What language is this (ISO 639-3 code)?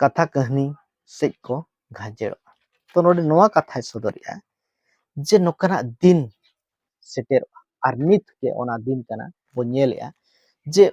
sat